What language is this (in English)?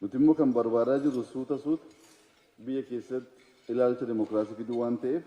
Oromo